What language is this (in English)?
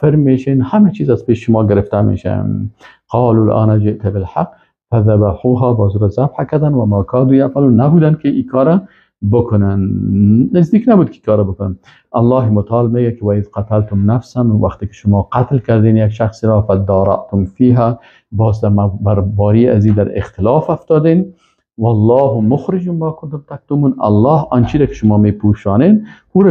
Persian